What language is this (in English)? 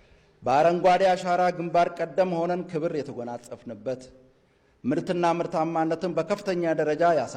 Amharic